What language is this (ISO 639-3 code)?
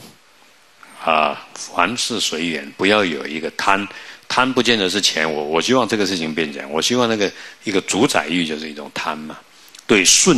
zho